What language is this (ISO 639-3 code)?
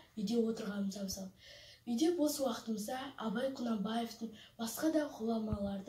kaz